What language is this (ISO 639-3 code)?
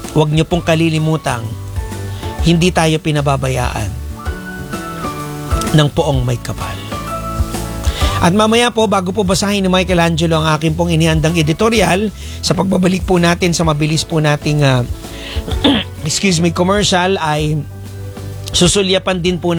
fil